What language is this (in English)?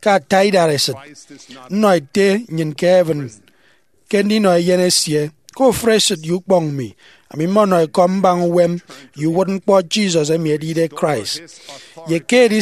Efik